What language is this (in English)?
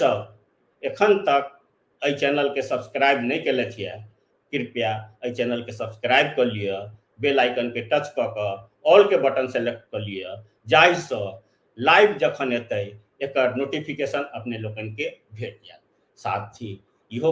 Maithili